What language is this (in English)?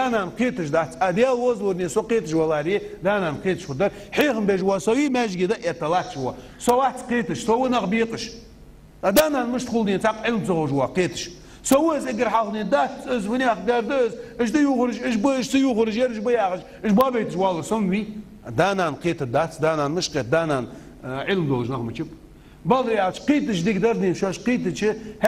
Ingush